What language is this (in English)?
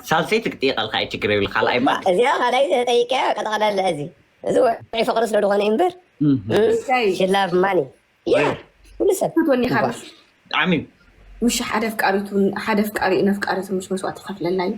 Tigrinya